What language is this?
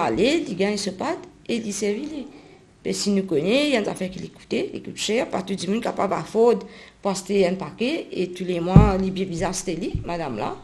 Morisyen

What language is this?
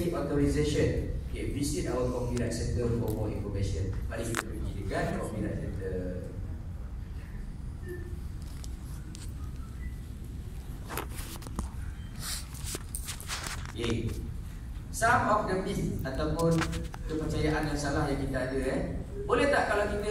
Malay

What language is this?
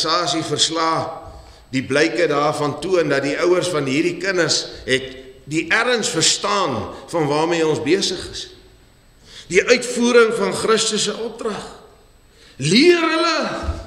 Afrikaans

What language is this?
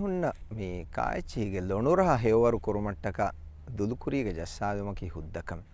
Divehi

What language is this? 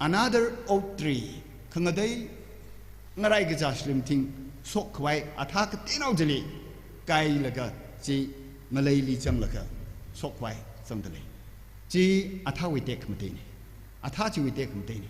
Tangkhul Naga (India)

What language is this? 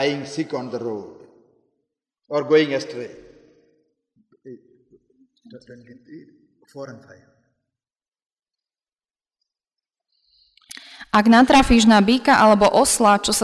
Slovak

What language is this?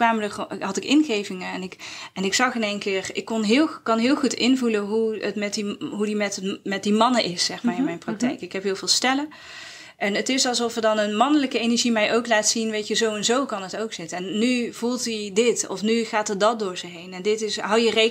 Dutch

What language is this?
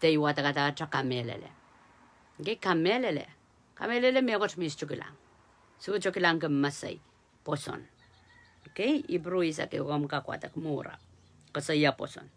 Pohnpeian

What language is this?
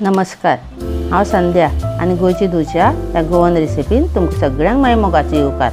Konkani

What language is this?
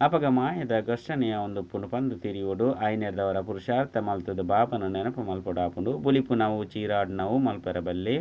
Tulu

